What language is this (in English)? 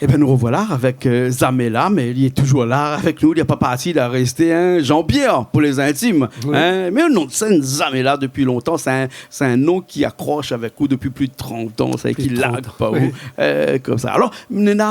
Réunion Creole French